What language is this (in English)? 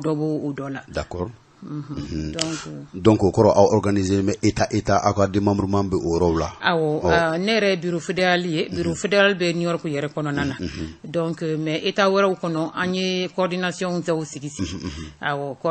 Bambara